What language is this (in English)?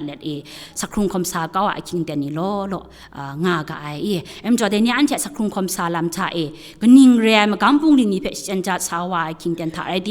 Kachin